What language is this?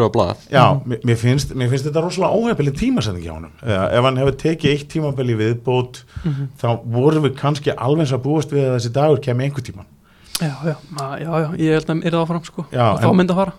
Icelandic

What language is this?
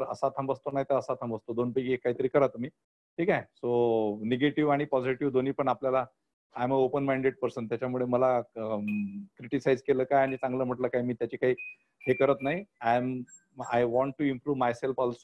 Marathi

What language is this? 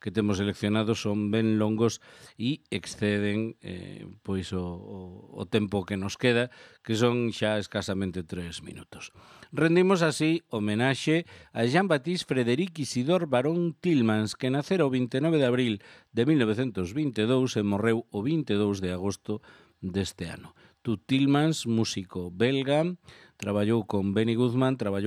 Galician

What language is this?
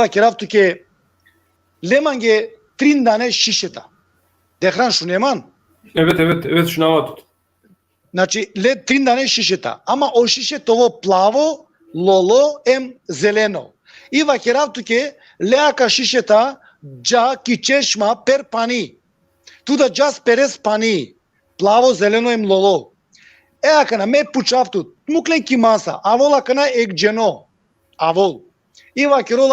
Balkan Romani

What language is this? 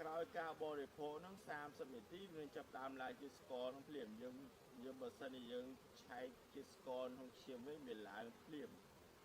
Khmer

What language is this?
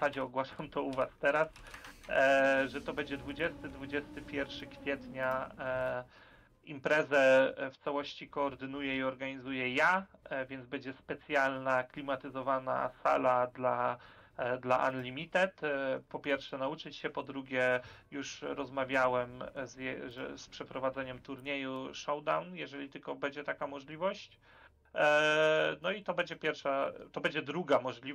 Polish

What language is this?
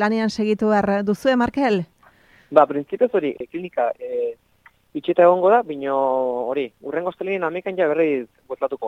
Basque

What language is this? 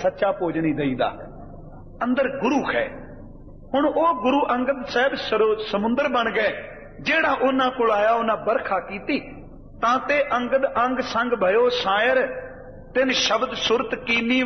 Punjabi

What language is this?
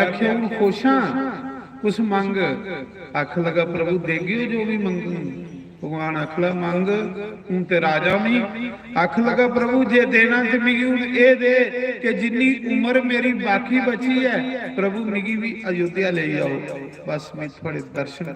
Dogri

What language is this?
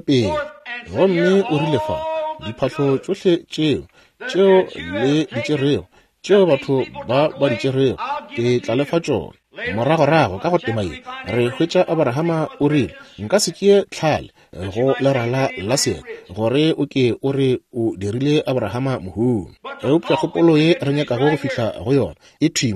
Northern Sotho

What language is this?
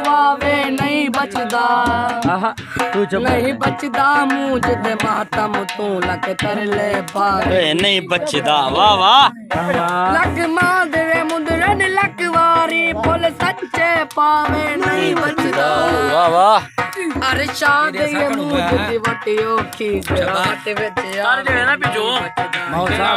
Saraiki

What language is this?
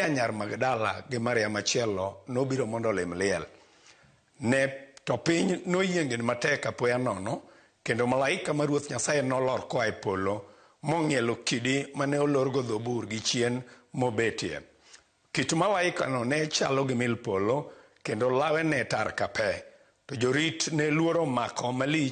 Luo (Kenya and Tanzania)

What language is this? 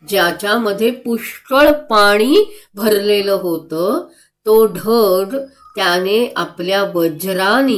Marathi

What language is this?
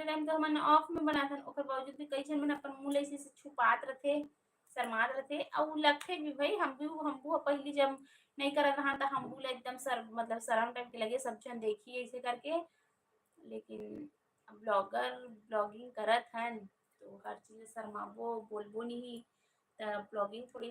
Chhattisgarhi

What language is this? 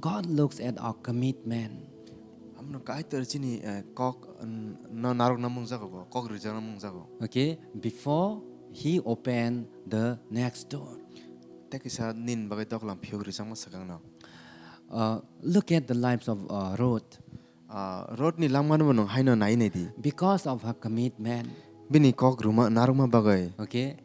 Kok Borok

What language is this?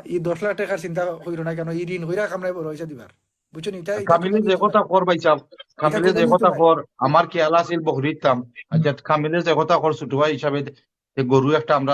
Sylheti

